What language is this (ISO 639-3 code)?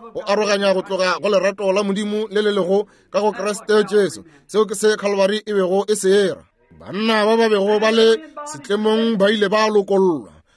nso